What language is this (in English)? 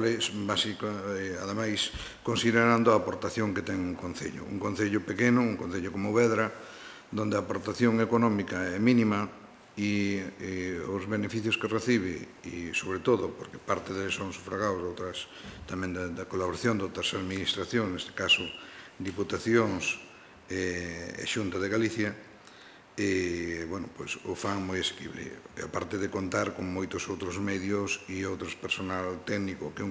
Galician